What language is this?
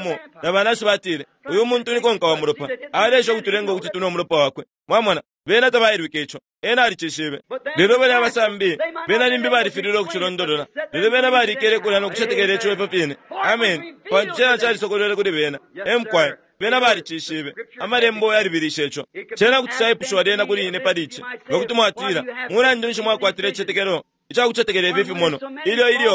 Bemba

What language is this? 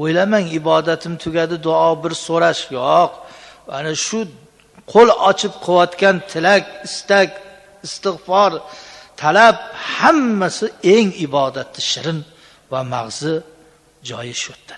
Uzbek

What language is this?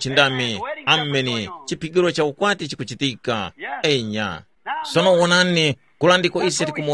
Tumbuka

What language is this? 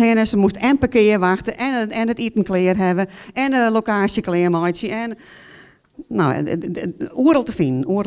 Western Frisian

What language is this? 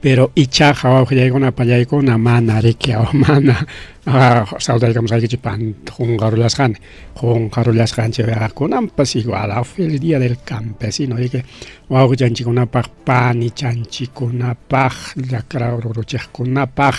Ayacucho Quechua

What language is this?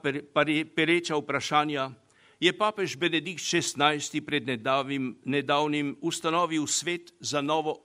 Slovenian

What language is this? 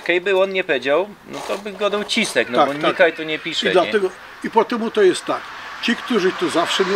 Silesian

